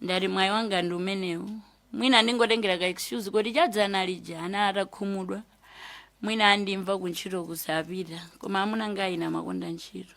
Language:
Nyanja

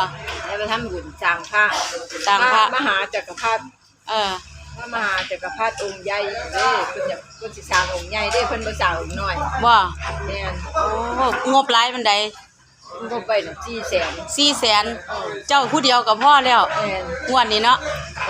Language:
Northeastern Thai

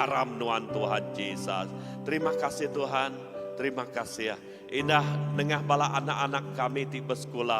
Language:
Iban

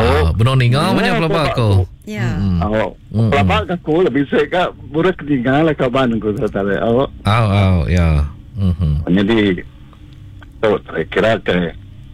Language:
Iban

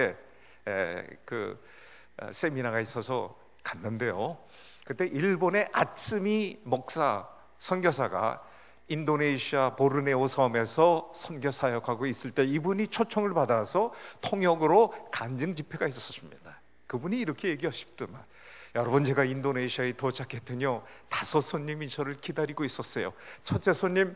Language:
Korean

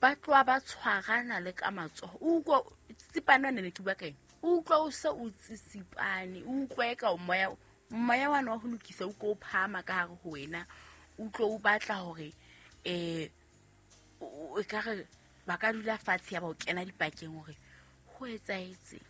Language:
Southern Sotho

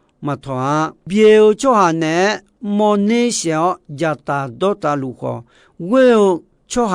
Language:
Akha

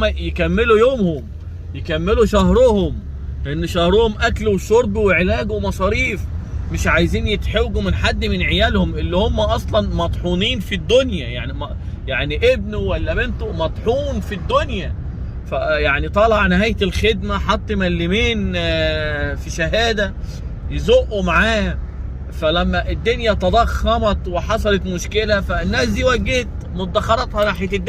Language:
Egyptian Arabic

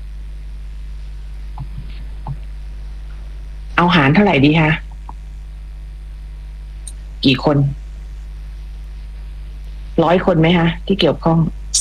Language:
Thai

